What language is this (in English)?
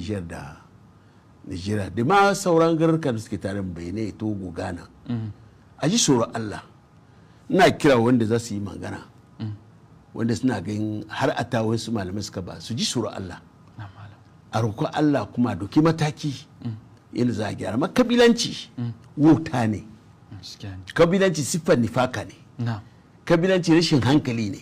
Hausa